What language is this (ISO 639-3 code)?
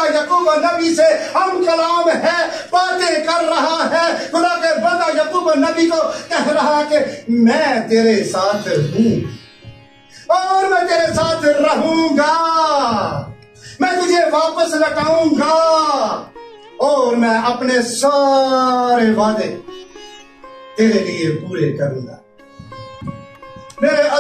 urd